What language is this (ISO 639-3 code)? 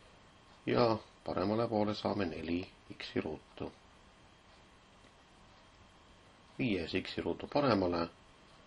est